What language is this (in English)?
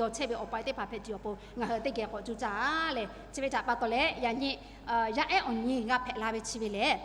Lahu